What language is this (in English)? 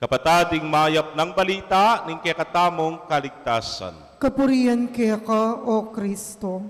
Pampanga